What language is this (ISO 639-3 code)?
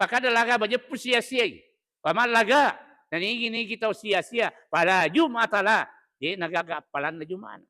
bug